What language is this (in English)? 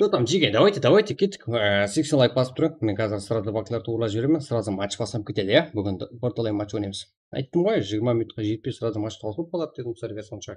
Kara-Kalpak